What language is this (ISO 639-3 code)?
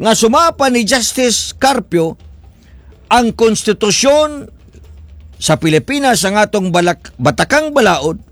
ceb